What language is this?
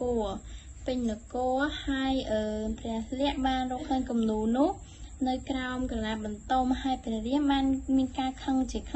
Khmer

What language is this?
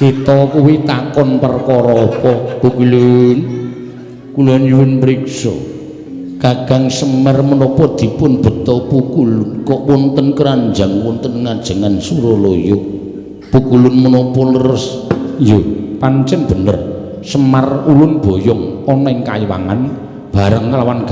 Javanese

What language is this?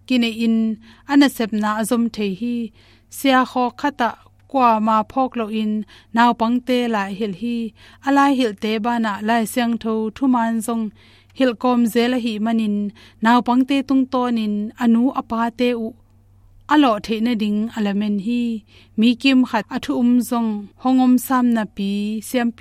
Tedim Chin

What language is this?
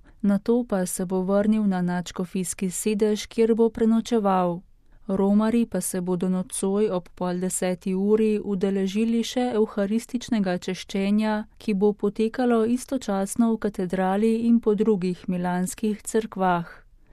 Slovenian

